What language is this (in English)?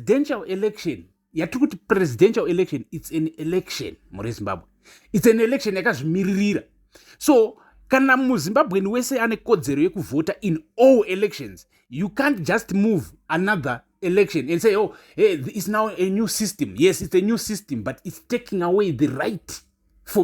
Shona